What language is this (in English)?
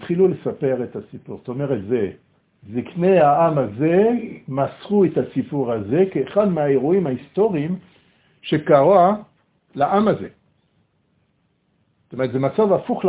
Hebrew